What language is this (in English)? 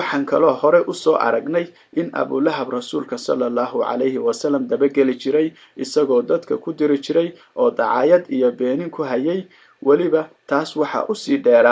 Somali